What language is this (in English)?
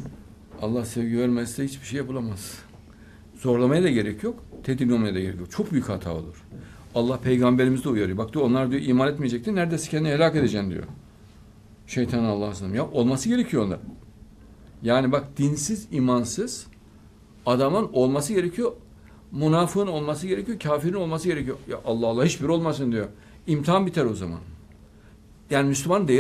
Turkish